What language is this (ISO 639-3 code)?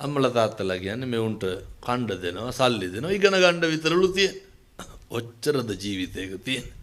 sin